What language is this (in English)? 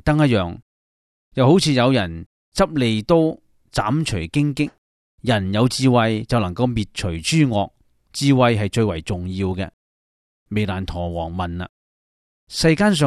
Cantonese